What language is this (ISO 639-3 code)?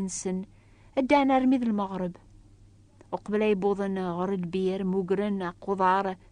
kab